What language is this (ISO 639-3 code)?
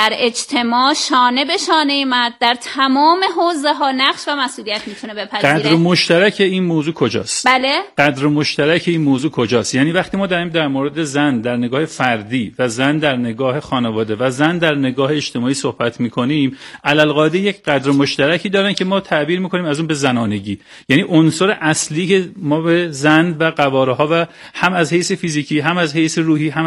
fas